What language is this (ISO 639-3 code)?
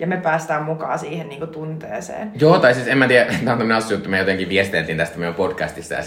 fin